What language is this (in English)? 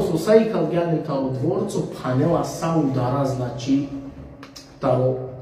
Balkan Romani